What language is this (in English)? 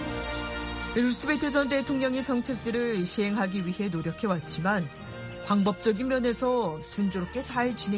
Korean